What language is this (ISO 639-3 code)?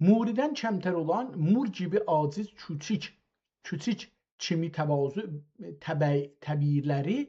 azb